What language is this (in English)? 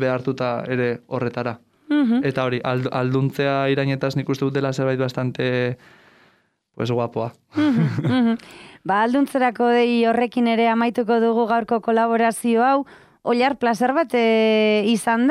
Basque